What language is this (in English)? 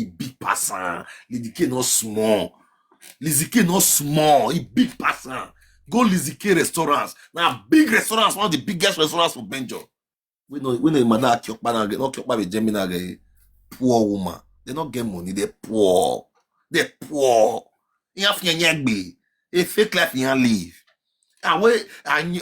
Nigerian Pidgin